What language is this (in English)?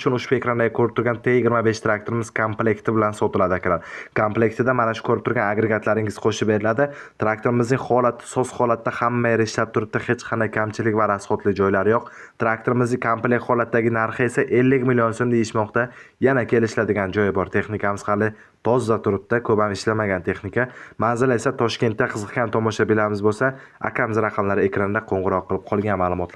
Uzbek